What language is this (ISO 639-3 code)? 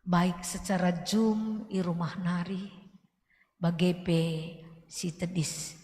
btx